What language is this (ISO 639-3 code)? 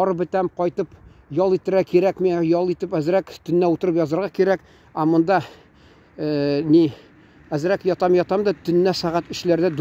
tat